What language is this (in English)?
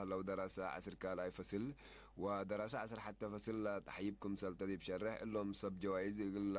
Tigre